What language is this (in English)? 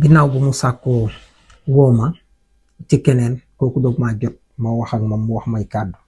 Wolof